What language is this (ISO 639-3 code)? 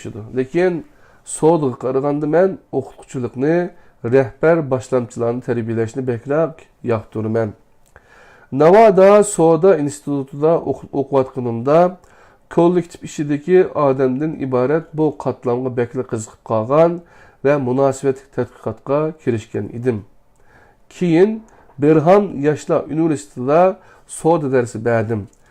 uig